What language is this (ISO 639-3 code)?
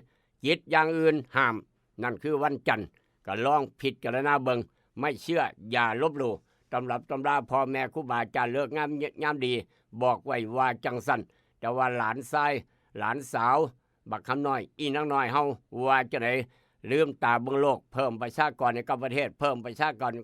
tts